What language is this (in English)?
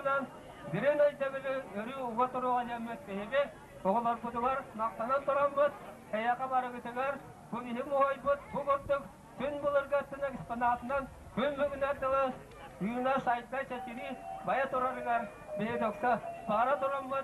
Yakut